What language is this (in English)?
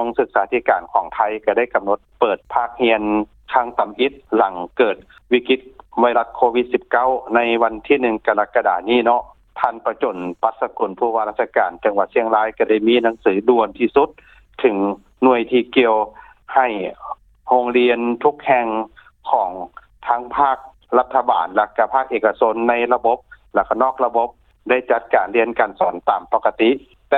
Lao